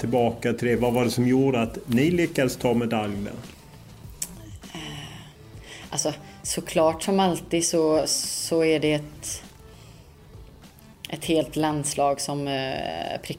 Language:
Swedish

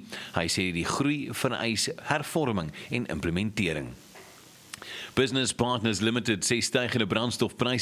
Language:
Afrikaans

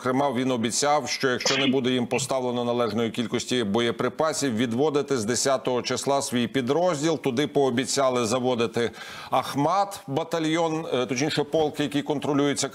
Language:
Ukrainian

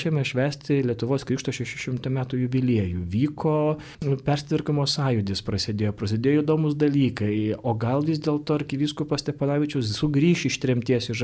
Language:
Lithuanian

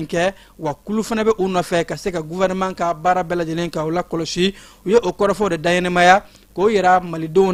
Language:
Bambara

